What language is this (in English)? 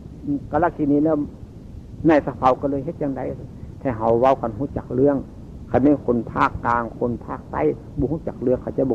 Northeastern Thai